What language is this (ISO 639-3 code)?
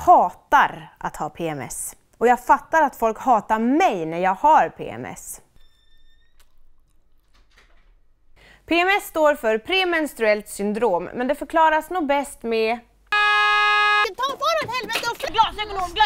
swe